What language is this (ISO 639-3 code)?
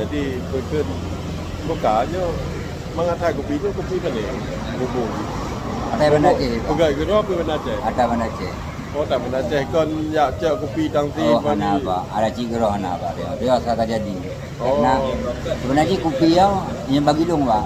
ace